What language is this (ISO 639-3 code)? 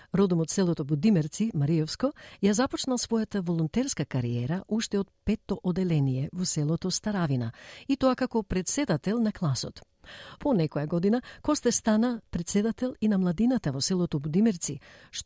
mkd